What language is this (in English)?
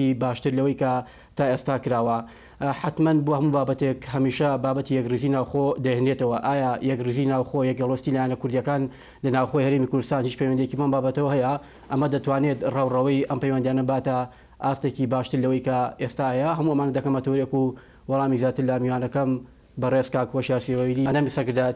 Central Kurdish